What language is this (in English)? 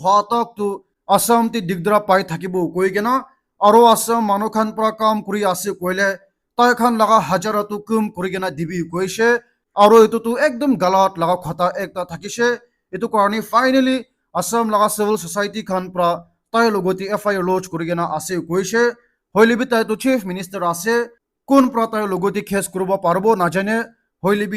Naga Pidgin